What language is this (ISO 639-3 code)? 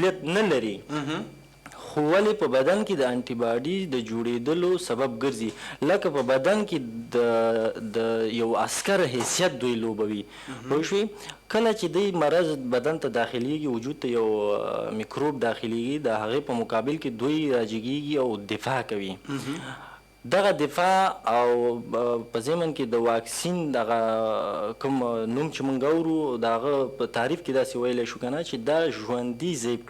pus